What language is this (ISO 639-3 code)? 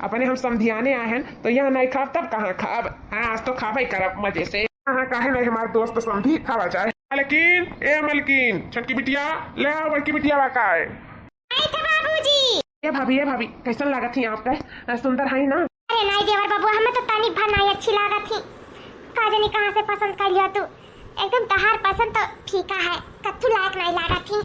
awa